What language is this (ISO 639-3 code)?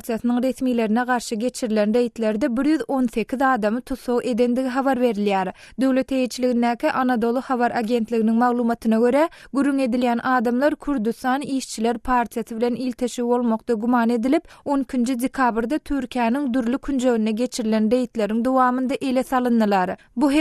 tuk